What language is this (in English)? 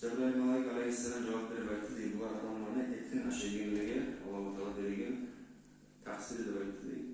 Kumyk